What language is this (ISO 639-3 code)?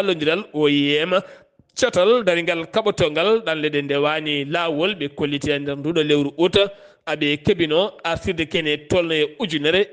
ful